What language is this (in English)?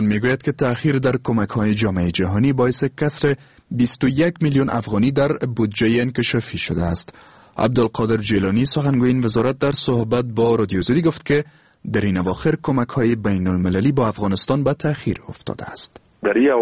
Persian